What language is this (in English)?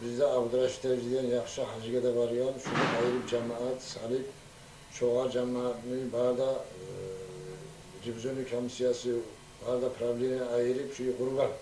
Kumyk